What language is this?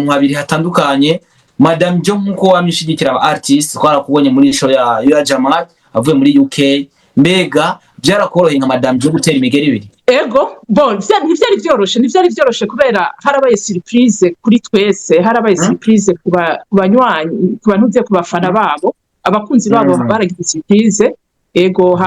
Rundi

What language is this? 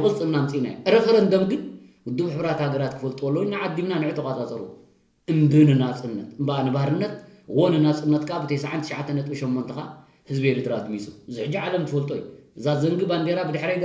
Tigrinya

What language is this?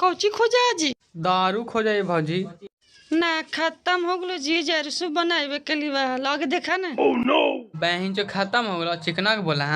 Magahi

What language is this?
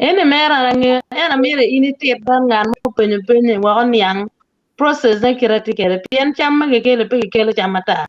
Acoli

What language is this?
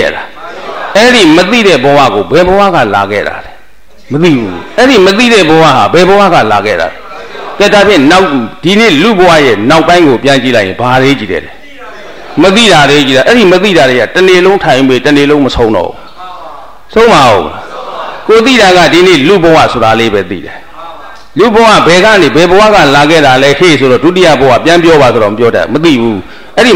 Burmese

